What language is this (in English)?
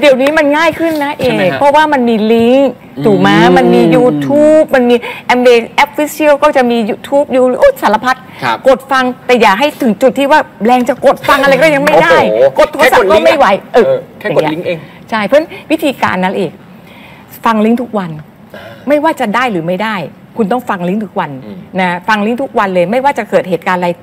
Thai